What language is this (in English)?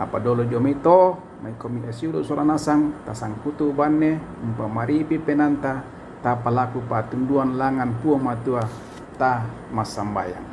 Toraja-Sa'dan